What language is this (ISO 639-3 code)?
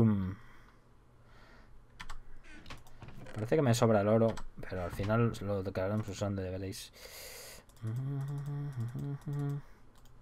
spa